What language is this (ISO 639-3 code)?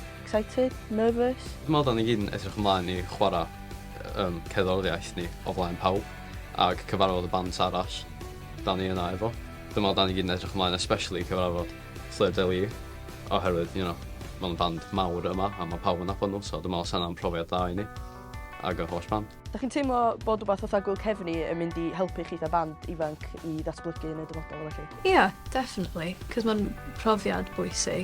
cym